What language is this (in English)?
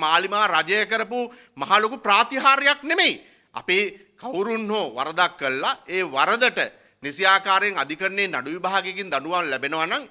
Sinhala